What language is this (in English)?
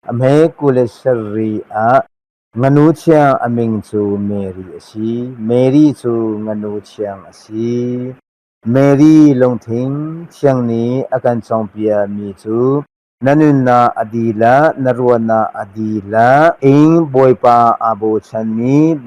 Hakha Chin